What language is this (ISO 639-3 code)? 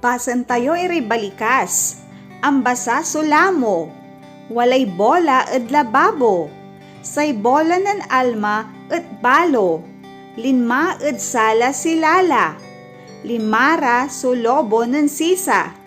pag